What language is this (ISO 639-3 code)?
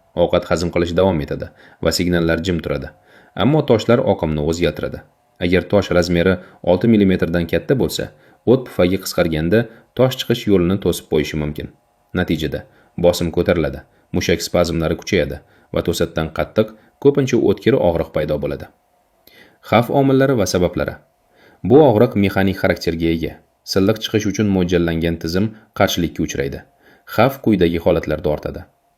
uzb